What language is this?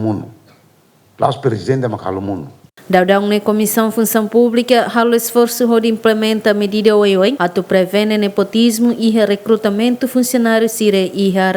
Tetum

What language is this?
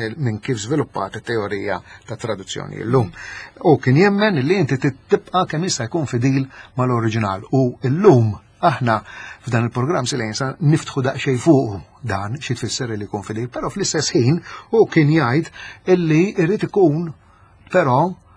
Maltese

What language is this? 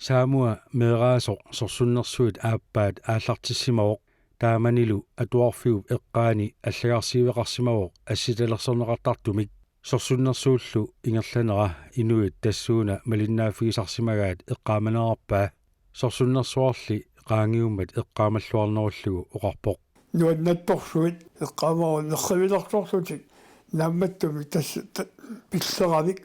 Kalaallisut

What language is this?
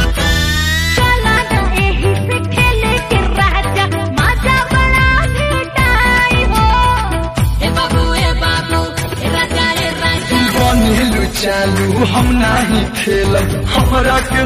Bhojpuri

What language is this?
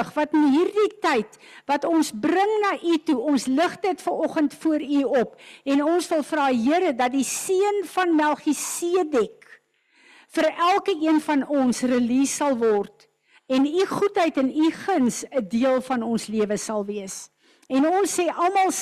Afrikaans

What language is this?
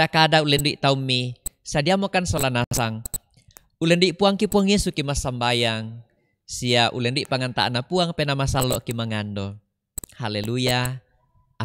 Toraja-Sa'dan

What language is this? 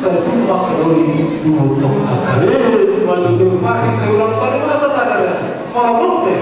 Batak Toba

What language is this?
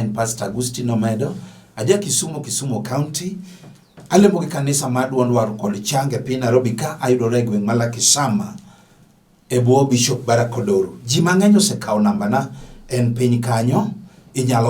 Luo (Kenya and Tanzania)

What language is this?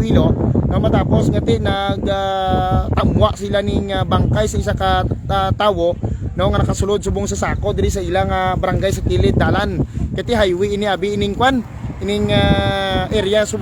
Hiligaynon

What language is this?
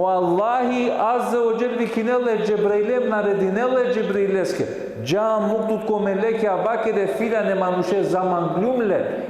Balkan Romani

